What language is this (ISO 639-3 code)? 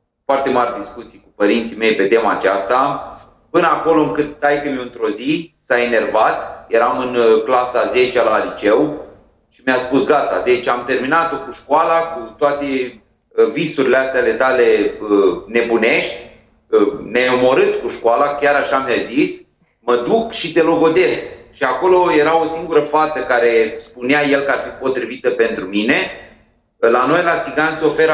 ron